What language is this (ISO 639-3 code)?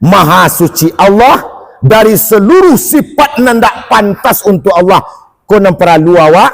min